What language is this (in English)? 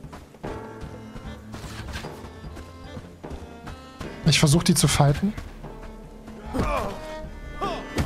German